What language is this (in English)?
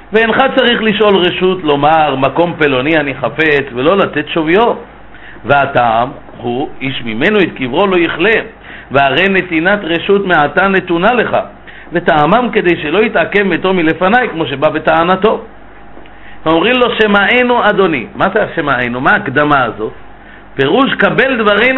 Hebrew